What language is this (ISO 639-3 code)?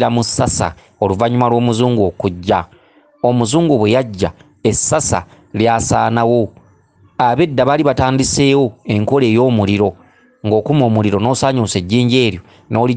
lug